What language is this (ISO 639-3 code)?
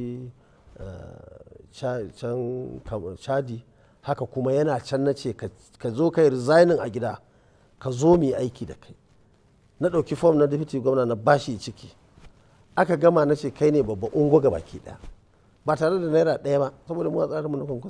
hau